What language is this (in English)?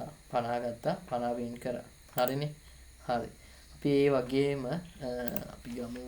Sinhala